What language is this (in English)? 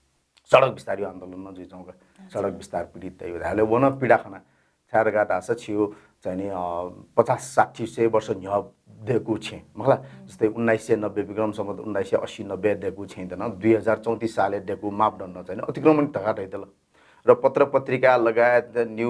Newari